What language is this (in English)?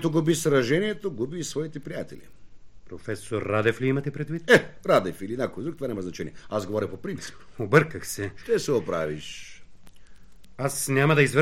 Bulgarian